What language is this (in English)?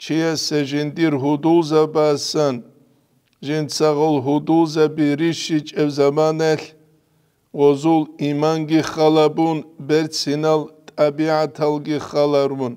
Avaric